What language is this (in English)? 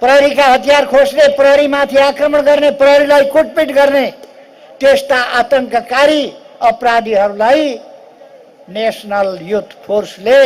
Nepali